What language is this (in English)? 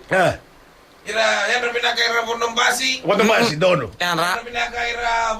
Fijian